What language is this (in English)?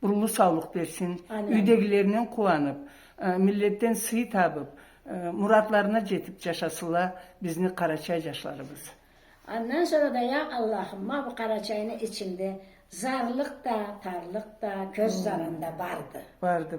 Karachay-Balkar